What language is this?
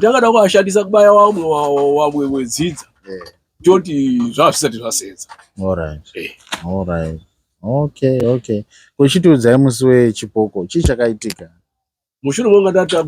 Shona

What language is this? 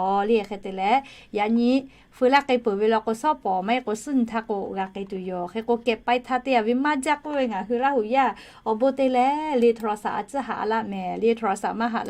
Lahu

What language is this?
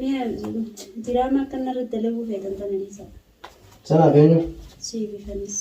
Oromo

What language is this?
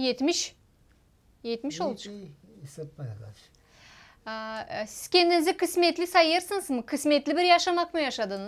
Gagauz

